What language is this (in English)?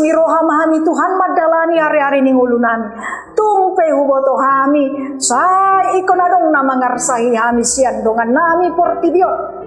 Batak Toba